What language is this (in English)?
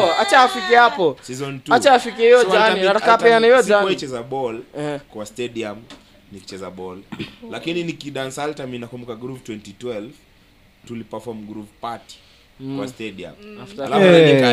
Swahili